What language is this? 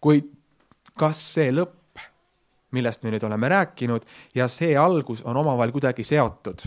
Estonian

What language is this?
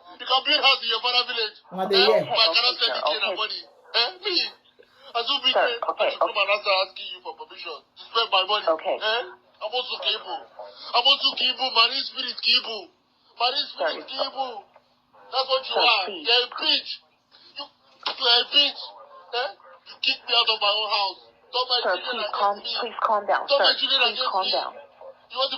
Nigerian Pidgin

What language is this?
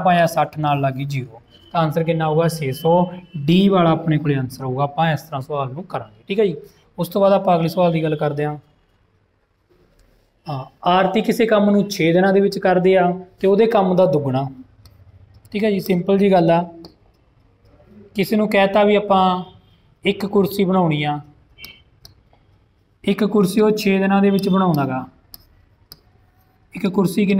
Punjabi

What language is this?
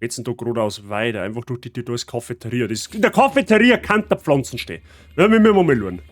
Bavarian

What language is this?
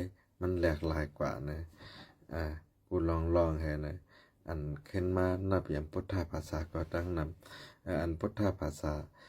Shan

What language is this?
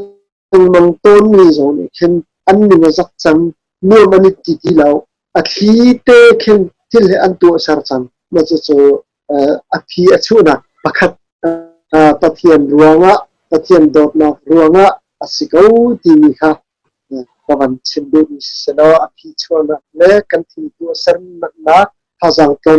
Hakha Chin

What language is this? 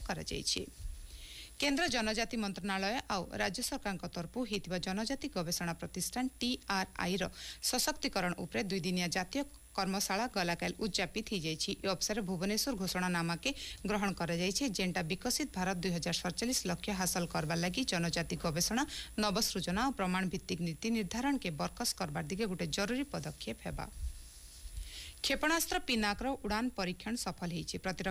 Odia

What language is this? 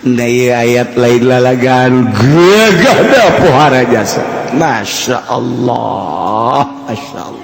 Sundanese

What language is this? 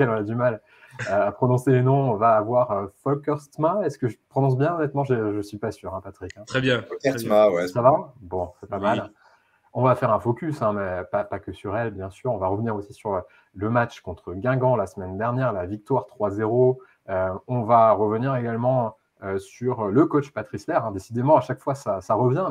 French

